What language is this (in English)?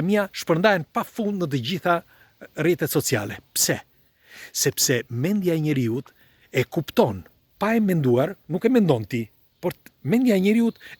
Albanian